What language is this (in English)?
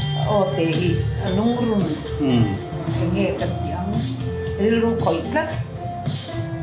Vietnamese